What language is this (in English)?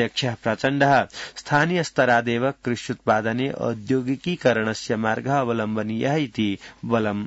Sanskrit